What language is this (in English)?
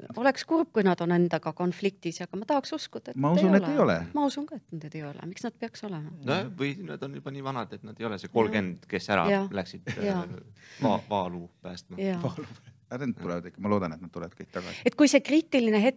Estonian